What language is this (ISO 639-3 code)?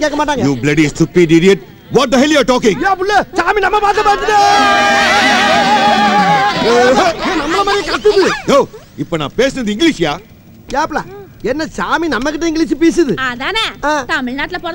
tam